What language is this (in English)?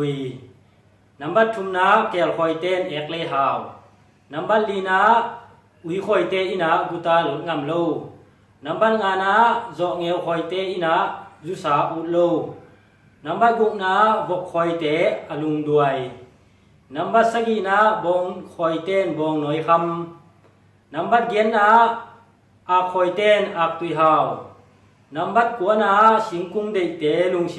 Tedim Chin